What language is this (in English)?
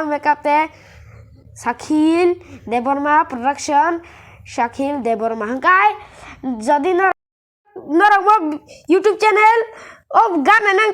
Kok Borok